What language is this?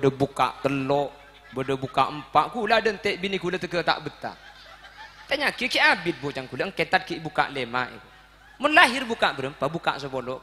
Madurese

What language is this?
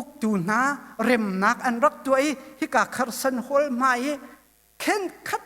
Hakha Chin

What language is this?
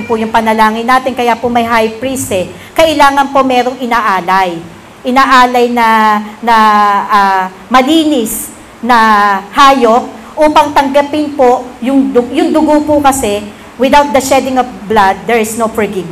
Filipino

